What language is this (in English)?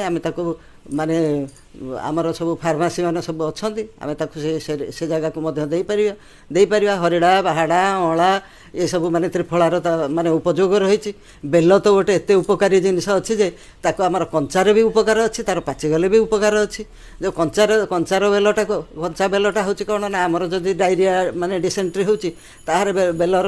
Odia